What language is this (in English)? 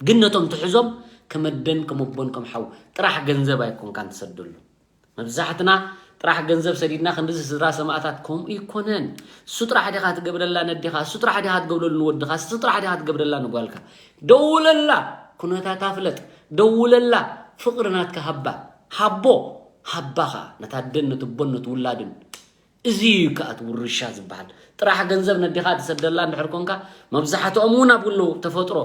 Tigrinya